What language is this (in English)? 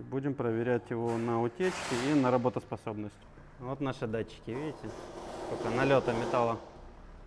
Russian